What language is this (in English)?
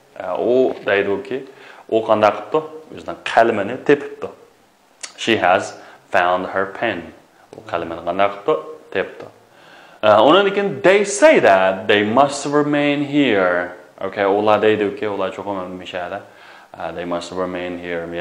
Uyghur